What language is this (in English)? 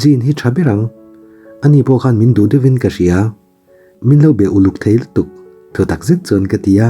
Mizo